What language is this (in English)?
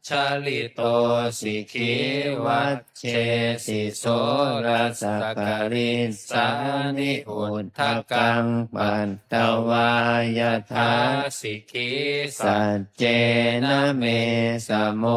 Pali